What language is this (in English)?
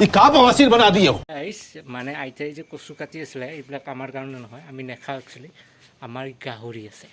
Assamese